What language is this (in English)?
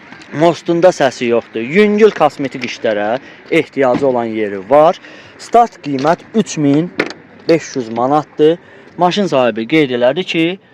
Azerbaijani